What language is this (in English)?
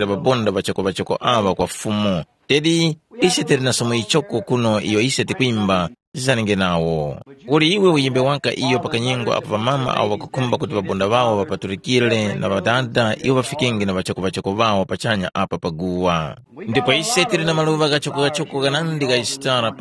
Tumbuka